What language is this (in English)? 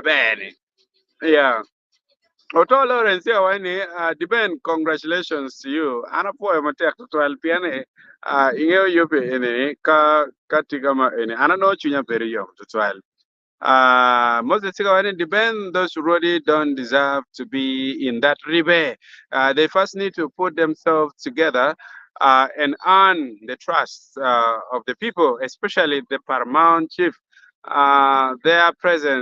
Acoli